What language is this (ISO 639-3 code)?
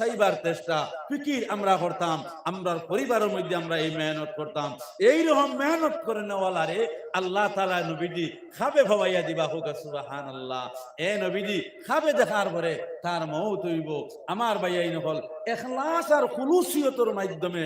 syl